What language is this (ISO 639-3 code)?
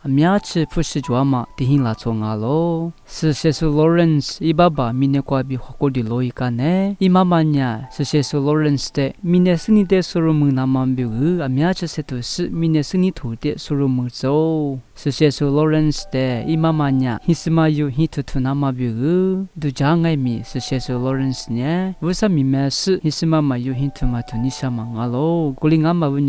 lis